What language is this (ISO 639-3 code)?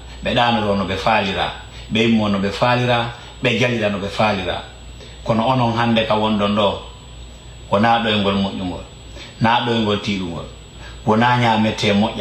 ful